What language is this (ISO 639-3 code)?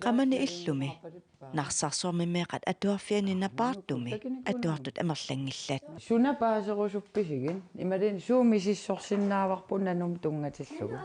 kal